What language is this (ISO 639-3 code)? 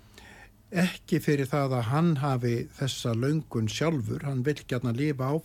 isl